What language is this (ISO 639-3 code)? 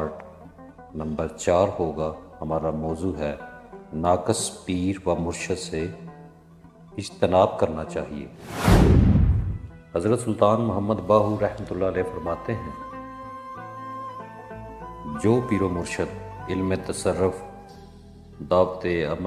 urd